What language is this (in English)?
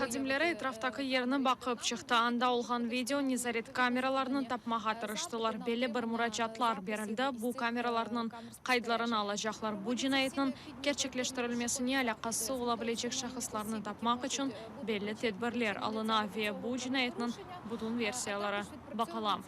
Crimean Tatar